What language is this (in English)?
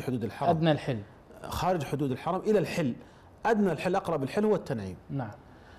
Arabic